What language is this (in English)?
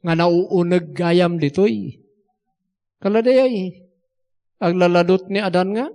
Iloko